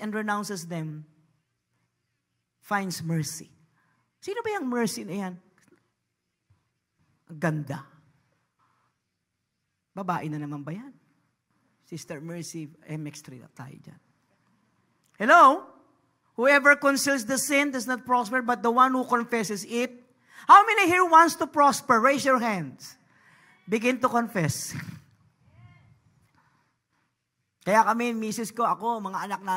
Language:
Filipino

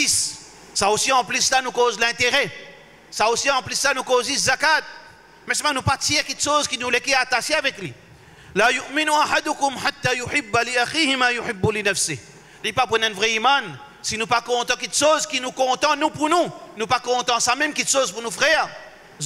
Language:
Morisyen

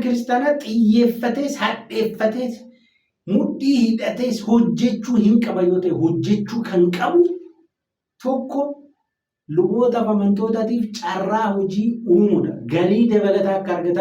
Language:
Oromo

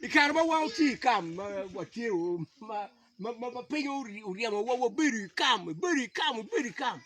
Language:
Acoli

